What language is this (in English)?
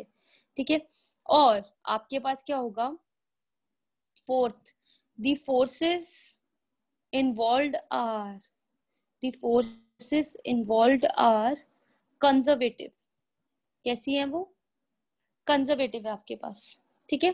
Hindi